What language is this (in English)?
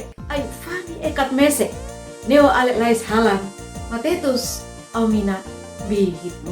Uab Meto